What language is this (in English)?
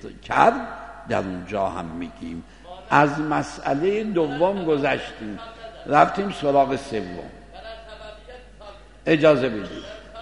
Persian